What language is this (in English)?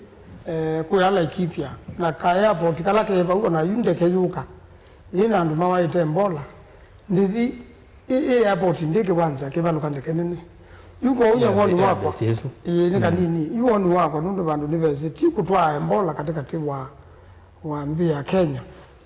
Kamba